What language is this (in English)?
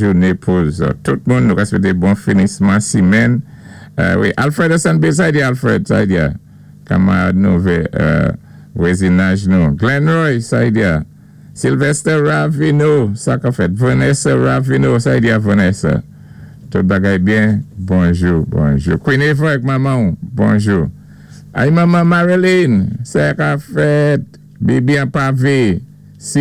Saint Lucian Creole French